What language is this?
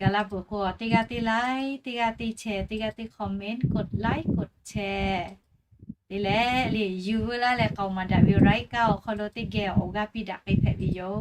Lahu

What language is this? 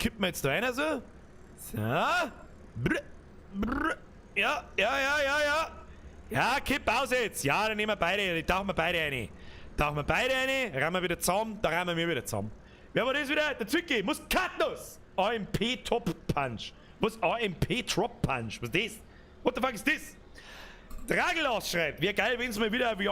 Bavarian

